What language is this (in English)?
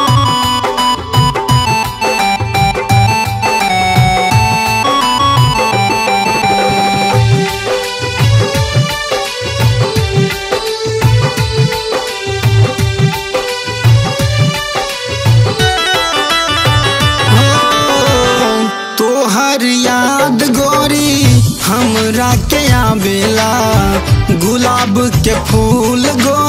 Bhojpuri